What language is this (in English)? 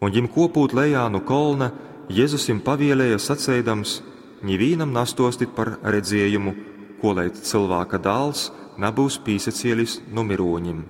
Latgalian